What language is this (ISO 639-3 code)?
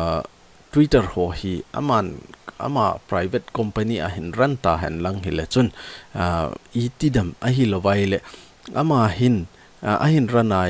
tcz